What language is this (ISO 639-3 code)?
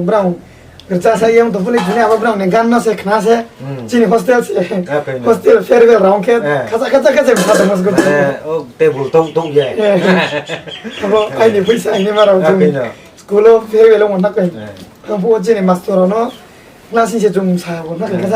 ria